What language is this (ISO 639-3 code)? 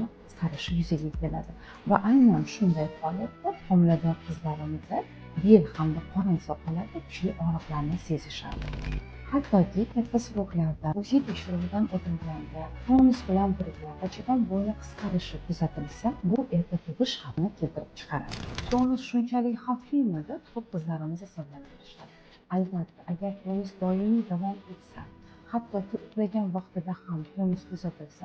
uzb